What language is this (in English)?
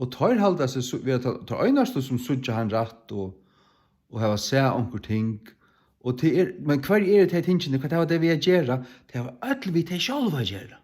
Faroese